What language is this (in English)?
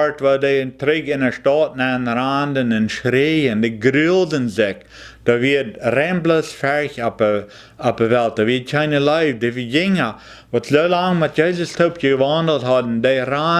Plautdietsch